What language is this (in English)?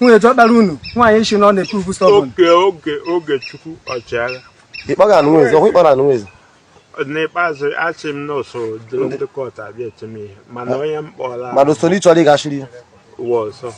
Igbo